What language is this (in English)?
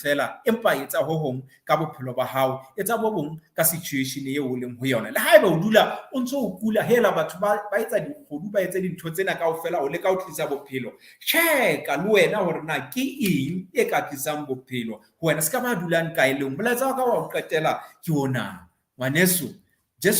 Southern Sotho